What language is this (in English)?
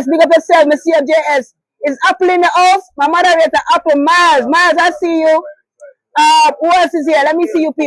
Jamaican Creole English